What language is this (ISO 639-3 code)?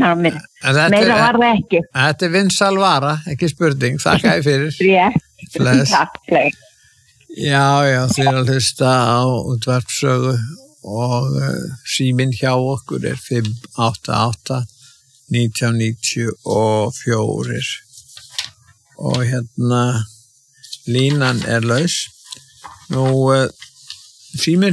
isl